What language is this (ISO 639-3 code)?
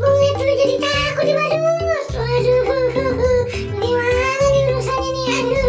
bew